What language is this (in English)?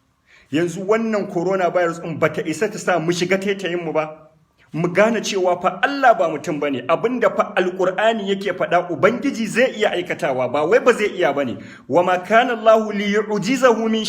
Hausa